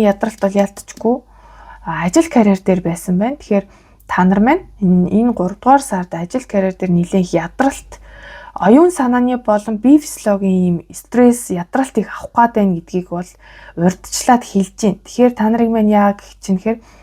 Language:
Mongolian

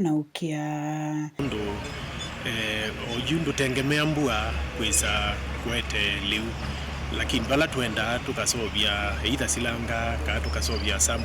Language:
Kamba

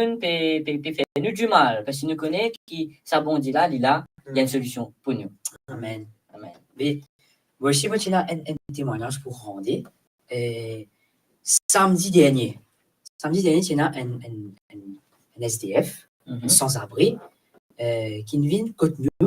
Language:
Morisyen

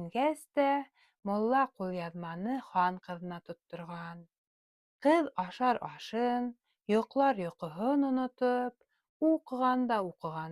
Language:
Bashkir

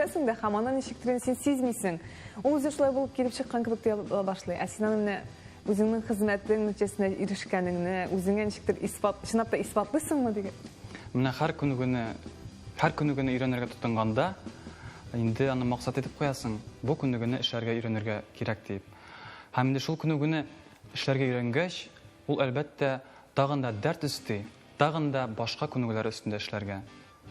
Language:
Tatar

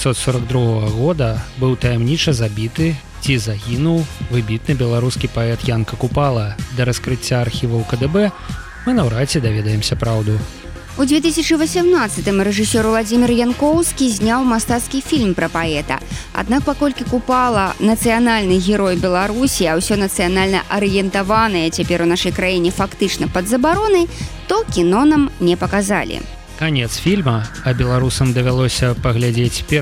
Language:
Belarusian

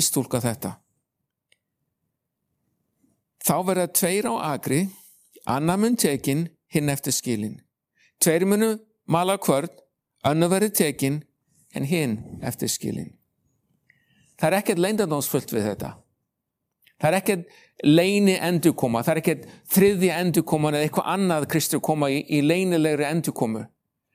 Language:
Icelandic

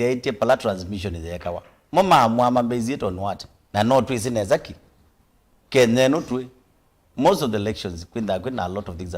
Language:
Kamba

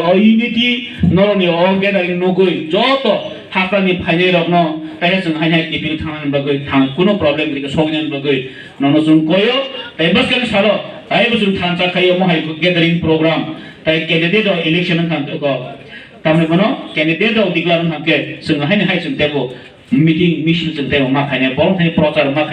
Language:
Kok Borok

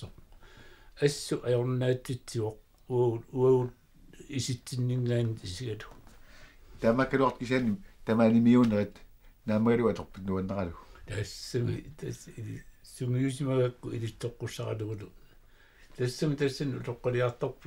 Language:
Kalaallisut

